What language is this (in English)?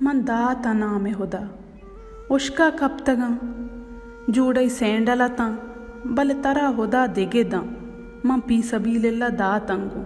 Baluchi